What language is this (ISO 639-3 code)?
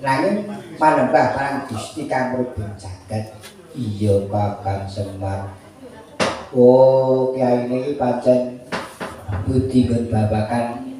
jav